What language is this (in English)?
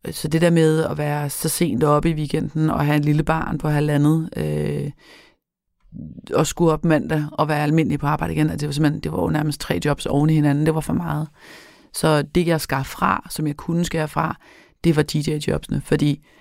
Danish